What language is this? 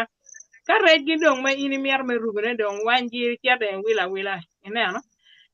Acoli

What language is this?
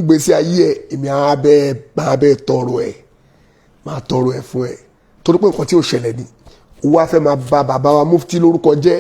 Yoruba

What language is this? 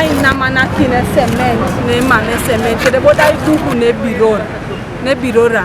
Teso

